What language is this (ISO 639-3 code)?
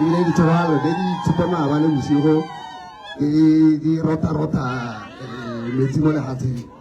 tsn